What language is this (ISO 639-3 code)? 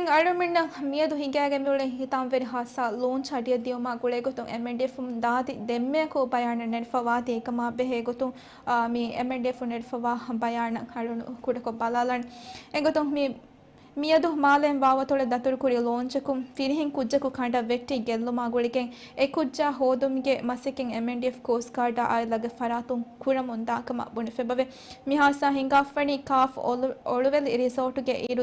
div